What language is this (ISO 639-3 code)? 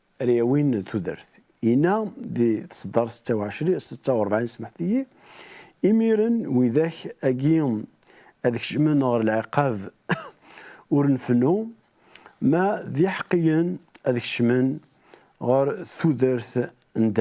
kab